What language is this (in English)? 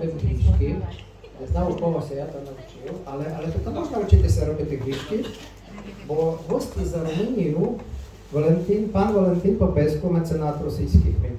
Rusyn